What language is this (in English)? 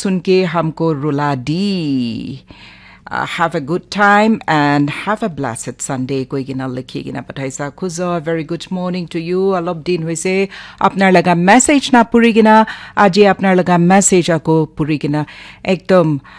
Naga Pidgin